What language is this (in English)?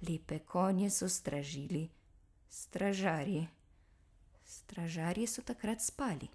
Slovenian